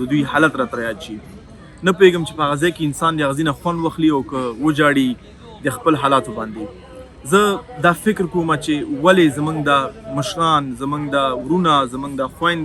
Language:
Pashto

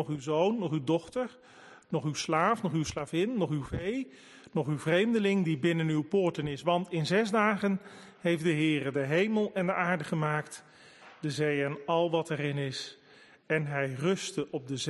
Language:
Dutch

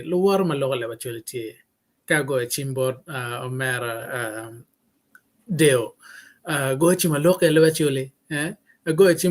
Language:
Acoli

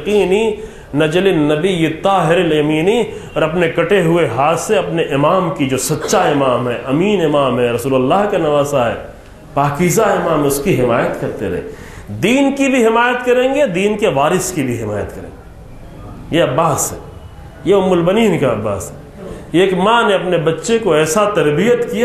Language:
Urdu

